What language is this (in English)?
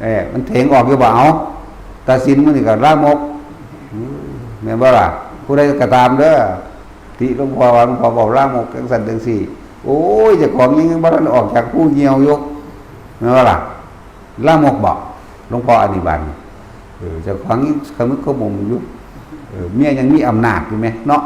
Northeastern Thai